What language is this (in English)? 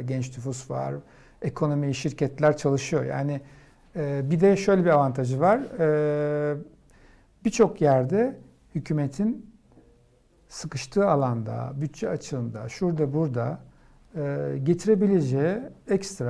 Turkish